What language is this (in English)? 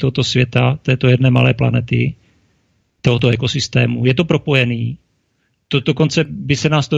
Czech